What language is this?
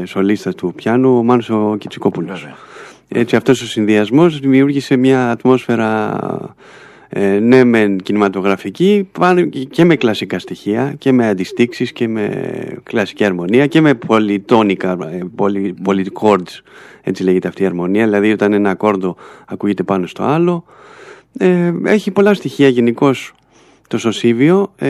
Greek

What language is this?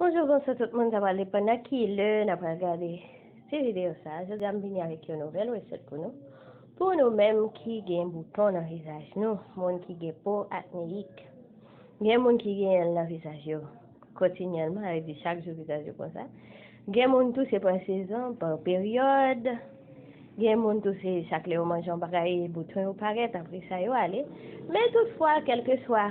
Haitian Creole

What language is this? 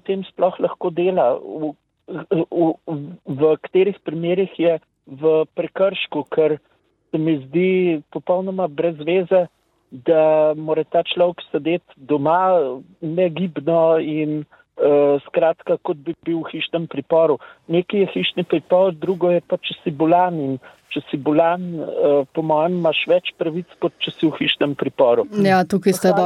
Slovenian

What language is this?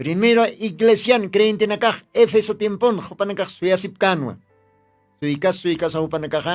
Aymara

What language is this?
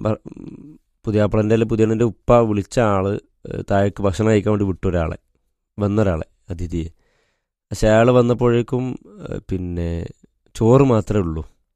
Malayalam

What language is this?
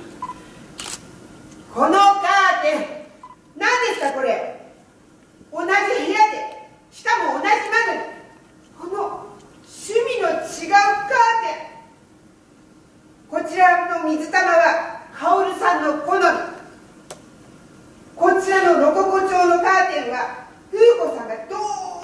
Japanese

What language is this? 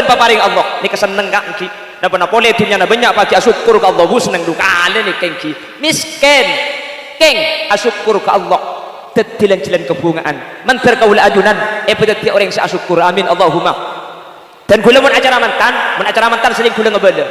Madurese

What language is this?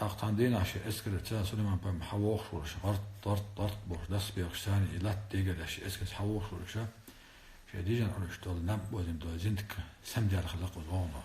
Chechen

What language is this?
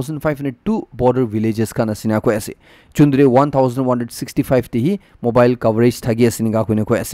Naga Pidgin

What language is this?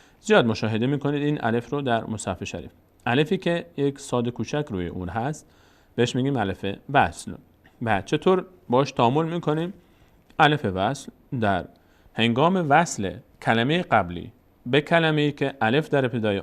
Persian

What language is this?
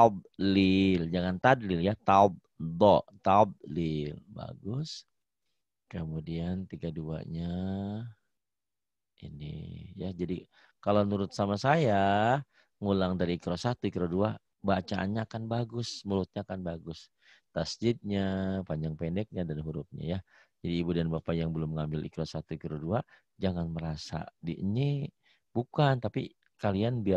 Indonesian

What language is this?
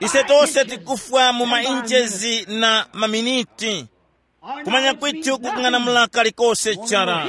Tumbuka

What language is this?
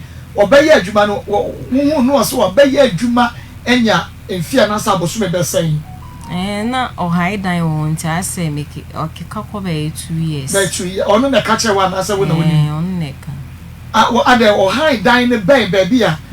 Akan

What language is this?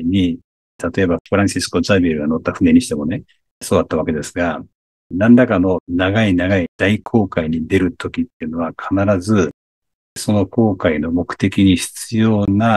Japanese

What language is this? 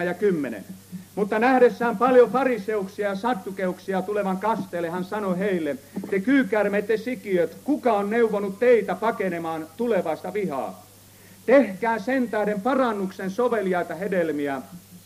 Finnish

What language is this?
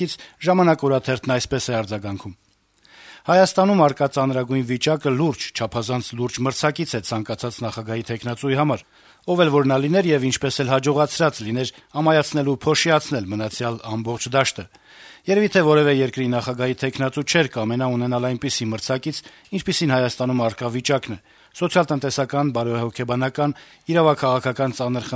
Armenian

